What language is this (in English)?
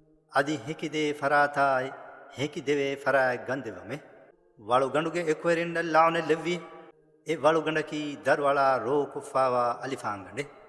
Divehi